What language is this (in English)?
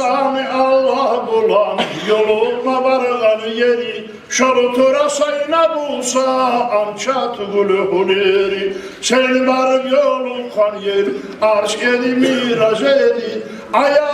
Kumyk